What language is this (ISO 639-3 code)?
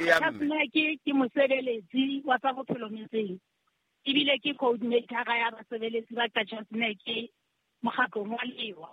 sot